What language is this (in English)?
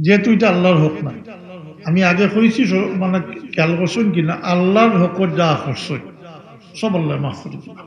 Sylheti